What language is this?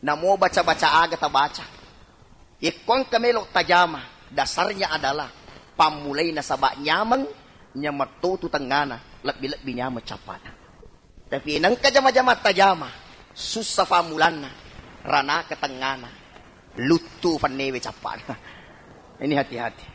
Buginese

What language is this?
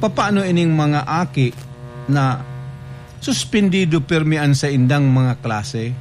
Bikol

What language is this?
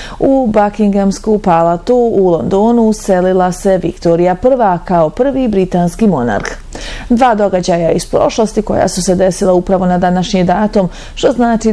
Bosnian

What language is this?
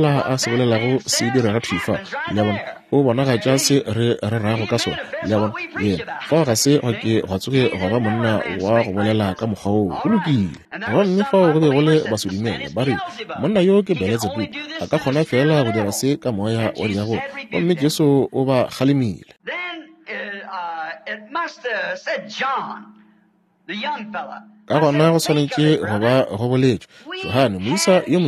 Northern Sotho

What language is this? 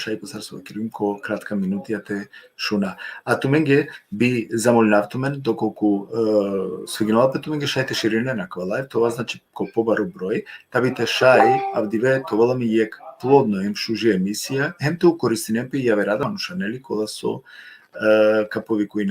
Balkan Romani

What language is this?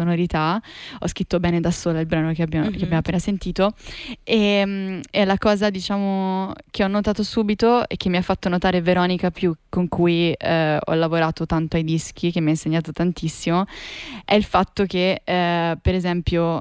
Italian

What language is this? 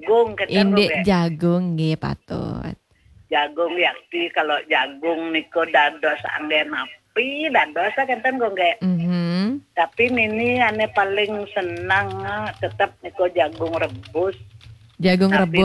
Balinese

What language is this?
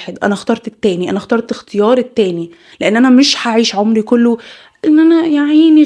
Egyptian Arabic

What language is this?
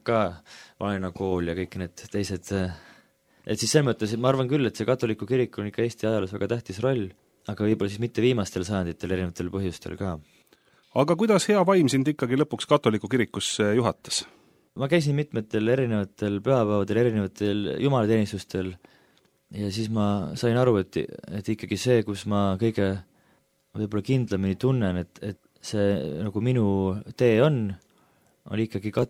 Estonian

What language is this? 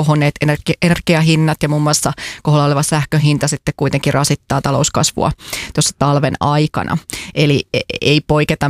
Finnish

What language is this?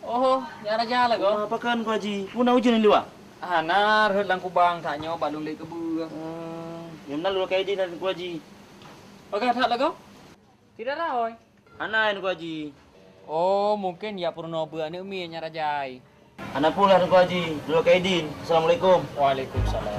Achinese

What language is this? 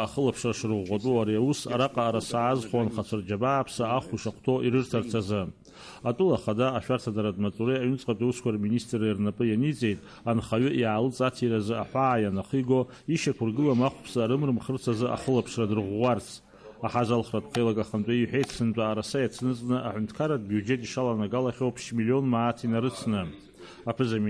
Abkhazian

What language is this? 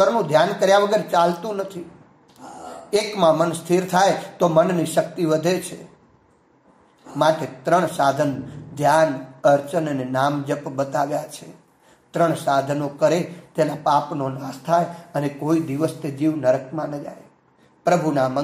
Gujarati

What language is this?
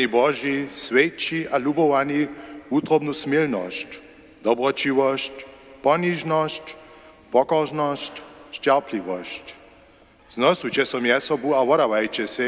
Upper Sorbian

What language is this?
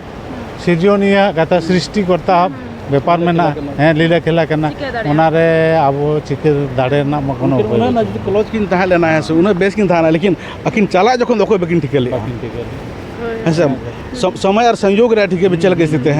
Santali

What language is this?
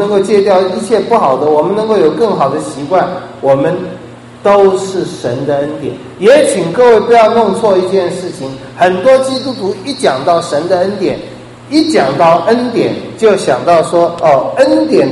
Chinese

